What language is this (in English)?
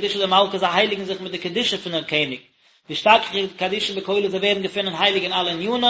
Yiddish